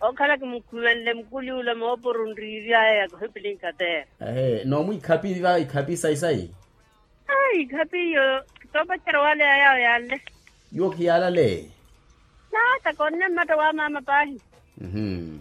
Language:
Makhuwa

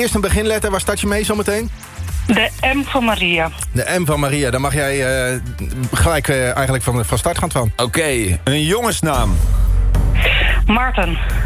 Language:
Dutch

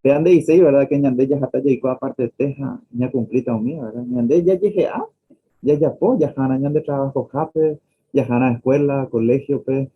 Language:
Guarani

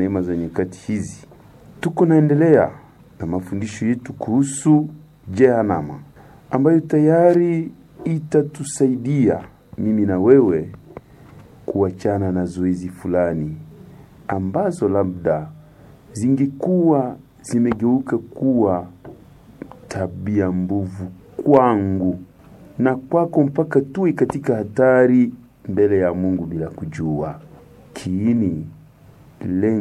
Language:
Swahili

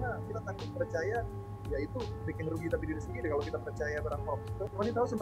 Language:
Manado Malay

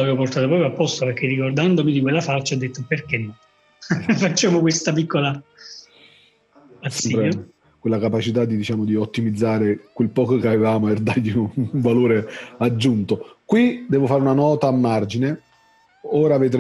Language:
Italian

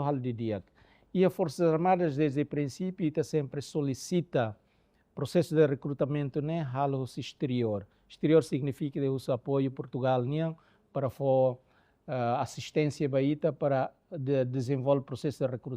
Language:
Tetum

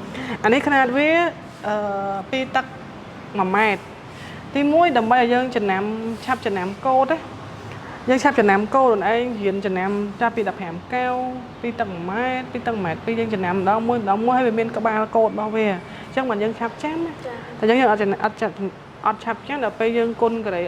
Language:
Khmer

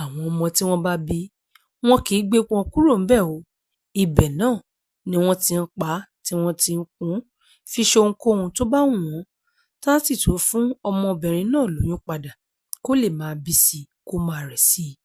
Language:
Yoruba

